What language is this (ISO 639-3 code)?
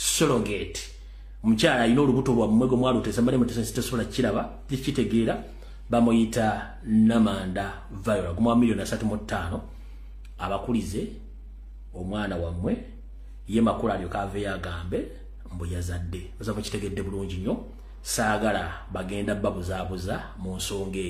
lug